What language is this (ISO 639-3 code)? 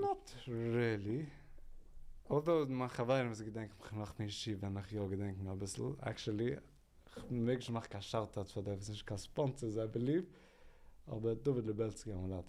yid